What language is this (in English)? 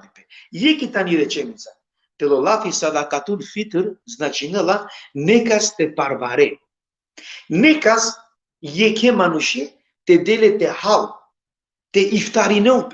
Balkan Romani